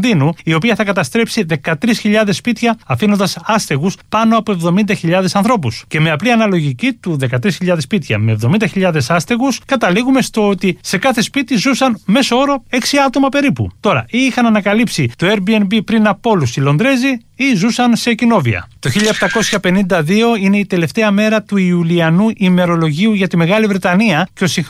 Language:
Greek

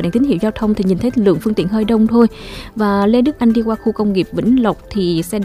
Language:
Vietnamese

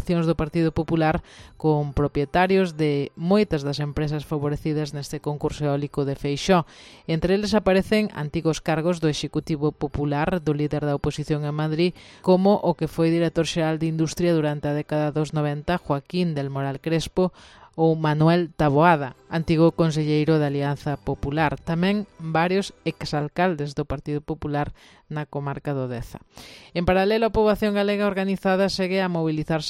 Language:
Galician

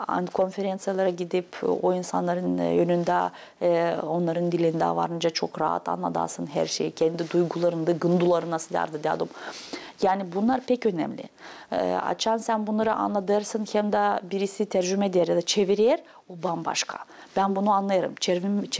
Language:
Gagauz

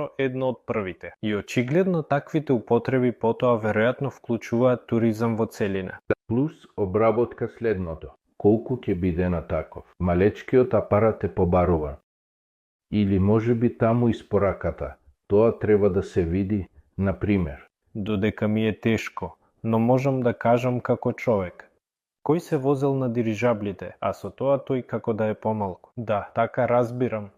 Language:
Macedonian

